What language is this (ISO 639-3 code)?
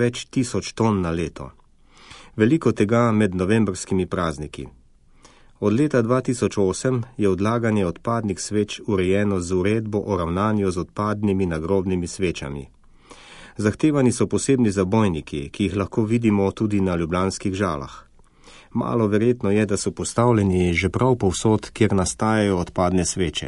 slv